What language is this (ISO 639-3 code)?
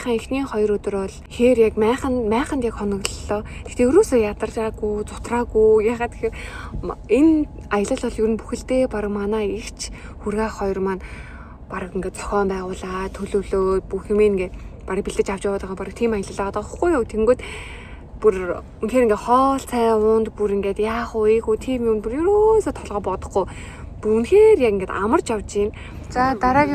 mon